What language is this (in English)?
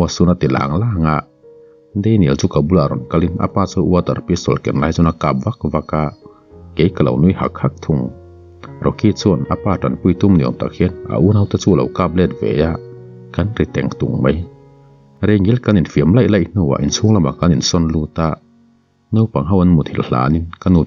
Mizo